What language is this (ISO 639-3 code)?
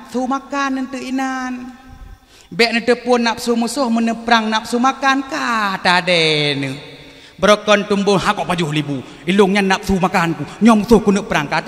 ace